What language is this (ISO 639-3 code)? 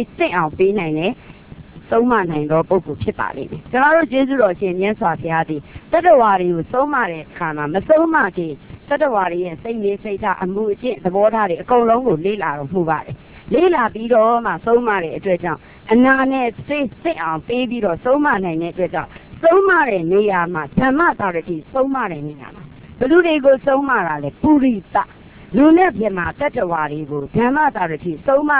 mya